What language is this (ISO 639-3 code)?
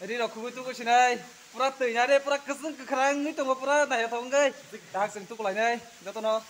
trp